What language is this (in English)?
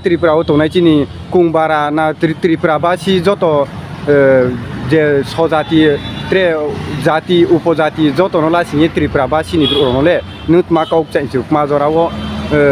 Riang (India)